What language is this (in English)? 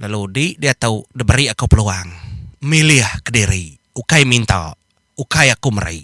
Iban